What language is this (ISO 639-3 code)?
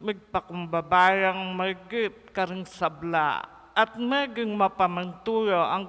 pam